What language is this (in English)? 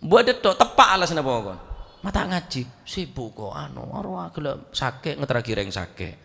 Madurese